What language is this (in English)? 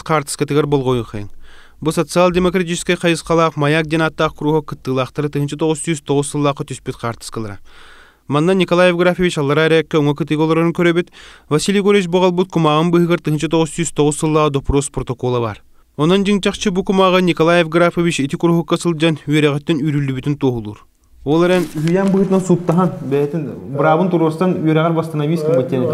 Yakut